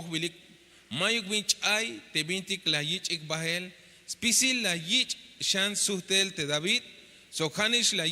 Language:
Tzeltal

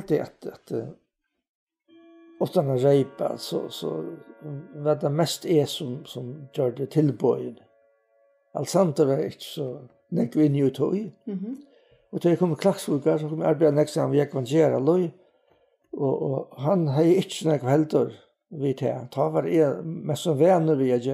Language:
Faroese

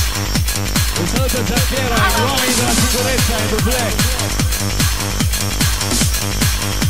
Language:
Italian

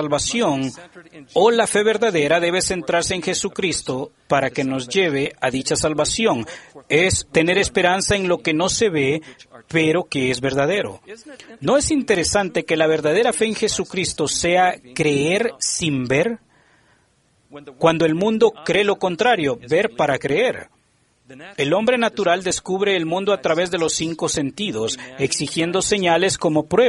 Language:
Spanish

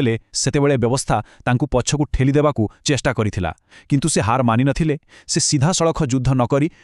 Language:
Odia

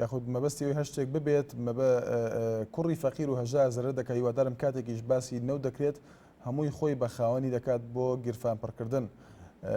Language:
Central Kurdish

